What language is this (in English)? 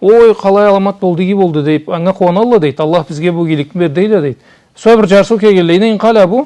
Karachay-Balkar